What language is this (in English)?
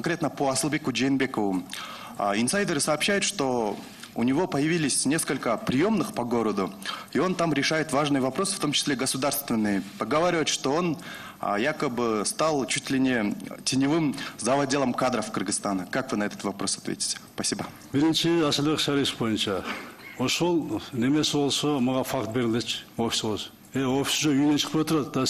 Russian